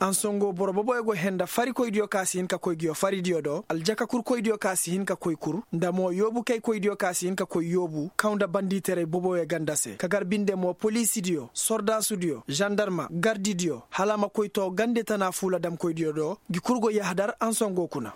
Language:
Koyraboro Senni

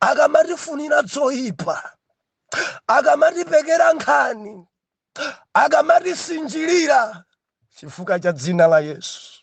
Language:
Nyanja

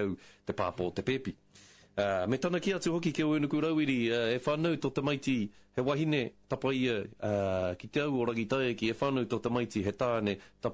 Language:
Māori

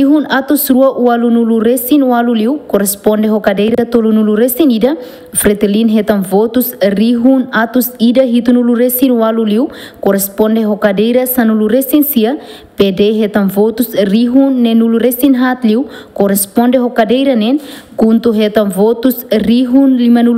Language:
Tetum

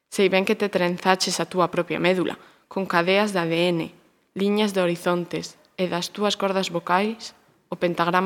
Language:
Galician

